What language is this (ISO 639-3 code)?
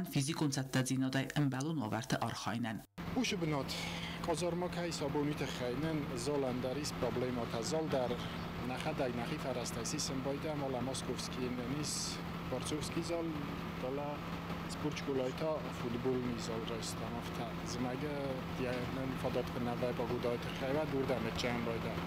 oss